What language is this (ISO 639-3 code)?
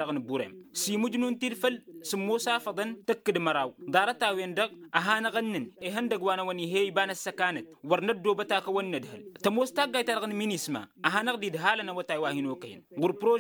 taq